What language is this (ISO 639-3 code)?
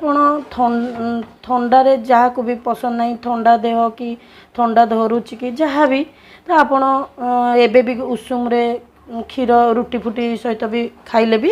ori